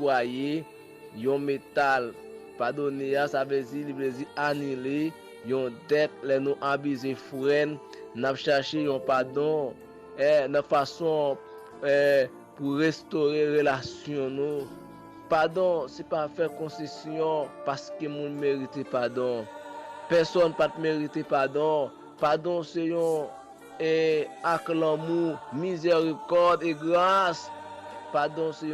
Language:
Haitian Creole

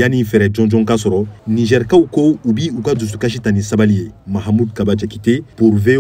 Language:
Bambara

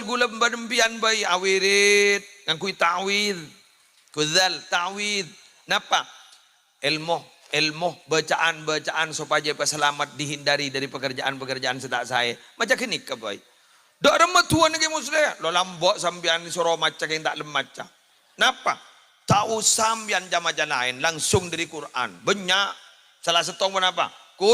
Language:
Madurese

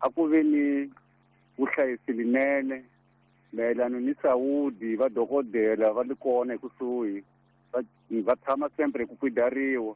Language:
Tsonga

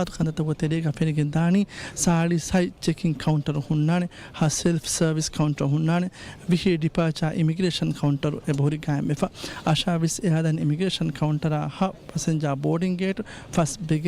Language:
Divehi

